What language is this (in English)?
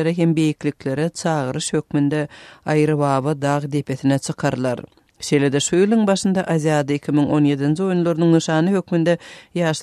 Turkmen